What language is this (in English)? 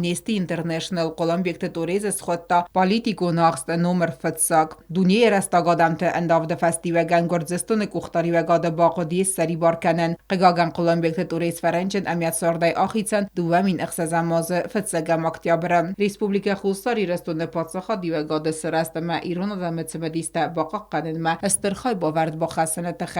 Ossetic